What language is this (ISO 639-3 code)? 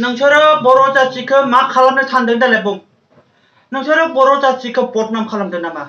brx